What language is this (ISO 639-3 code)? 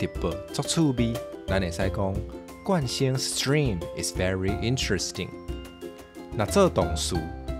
nan